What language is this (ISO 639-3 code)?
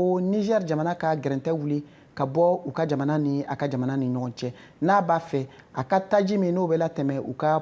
bam